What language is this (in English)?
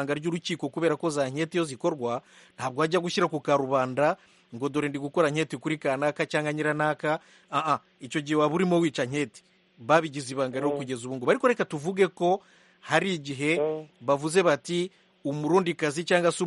Kinyarwanda